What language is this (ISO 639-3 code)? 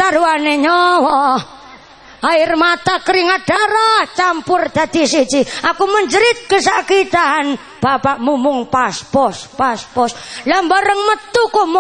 jav